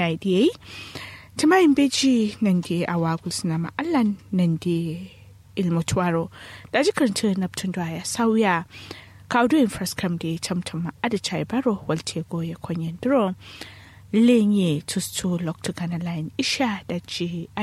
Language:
Kanuri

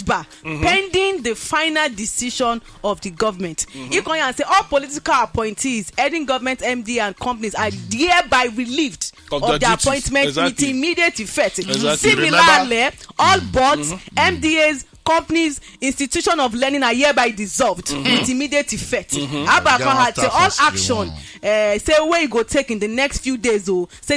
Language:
Nigerian Pidgin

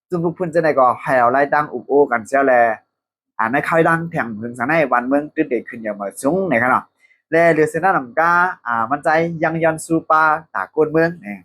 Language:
Shan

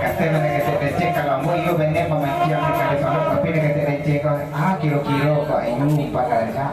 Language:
Minangkabau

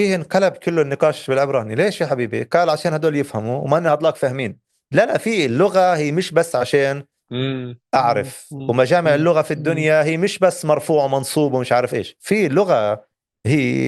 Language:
North Levantine Arabic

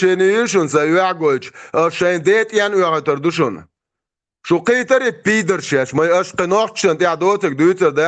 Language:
Chechen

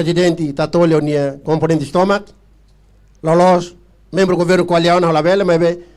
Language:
Tetum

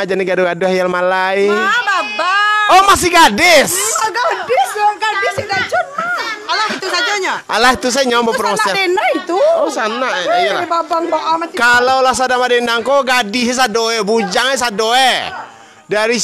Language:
Minangkabau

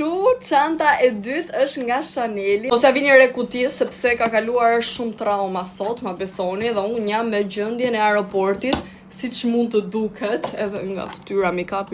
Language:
Albanian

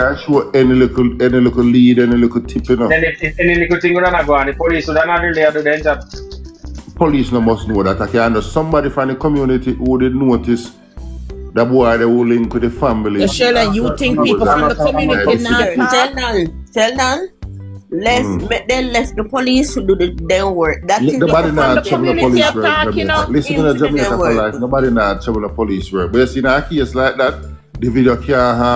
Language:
Jamaican Creole English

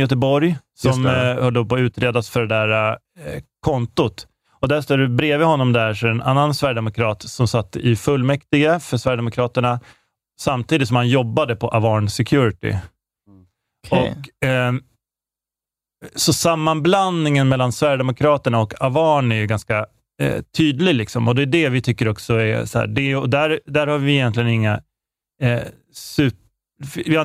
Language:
Swedish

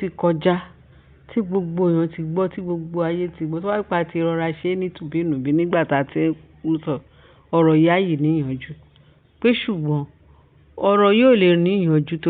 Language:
Yoruba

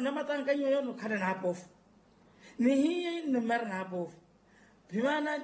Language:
Makhuwa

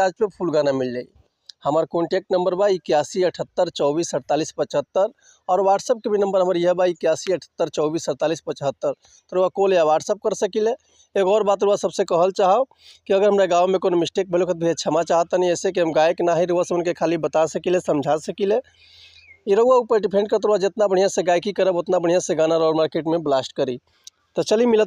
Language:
Bhojpuri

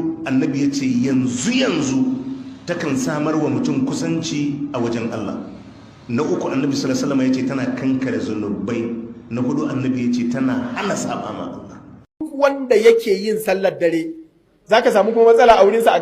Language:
Hausa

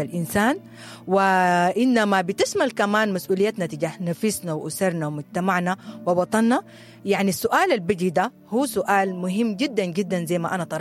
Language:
Sudanese Arabic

